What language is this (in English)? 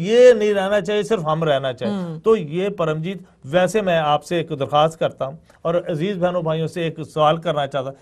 Urdu